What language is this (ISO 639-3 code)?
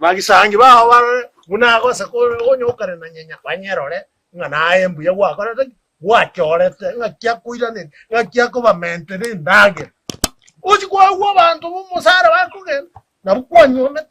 guz